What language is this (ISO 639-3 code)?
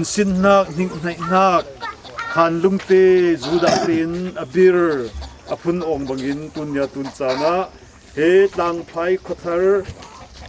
cfm